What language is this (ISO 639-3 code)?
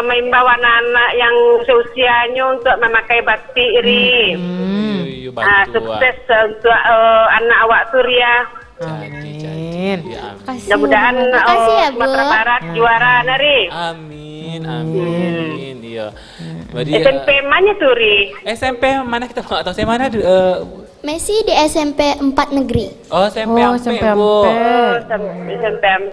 min